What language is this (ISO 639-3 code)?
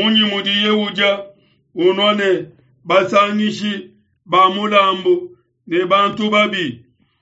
lua